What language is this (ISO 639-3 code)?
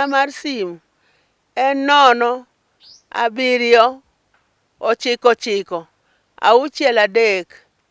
luo